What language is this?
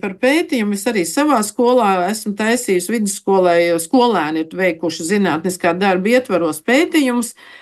Latvian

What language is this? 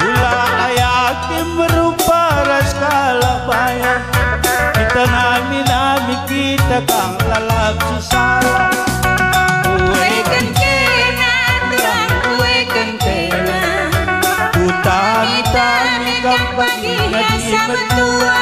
Batak Karo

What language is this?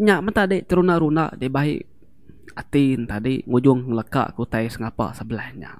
Iban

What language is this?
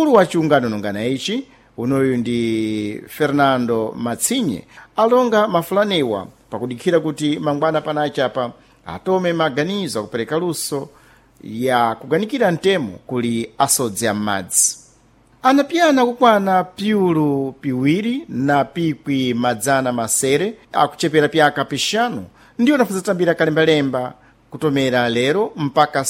Sena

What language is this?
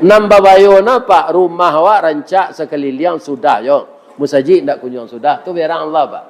Minangkabau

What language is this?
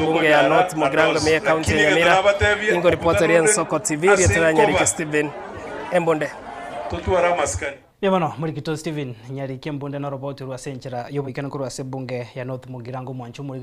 Gusii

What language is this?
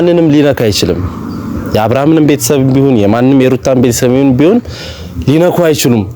Amharic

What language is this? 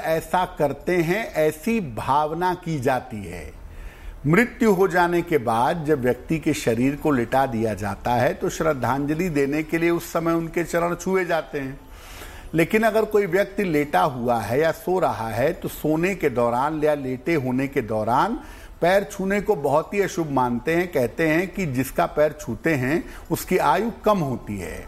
Hindi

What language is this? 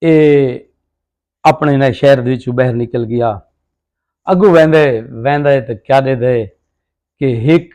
Saraiki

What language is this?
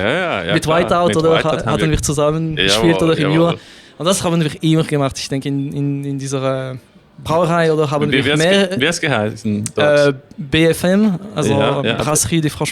Swiss German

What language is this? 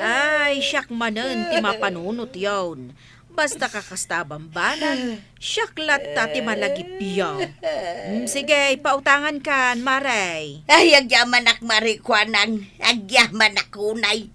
Iloko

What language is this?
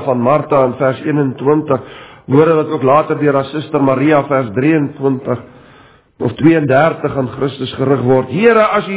Afrikaans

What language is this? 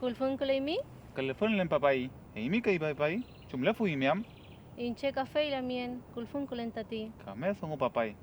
Mapuche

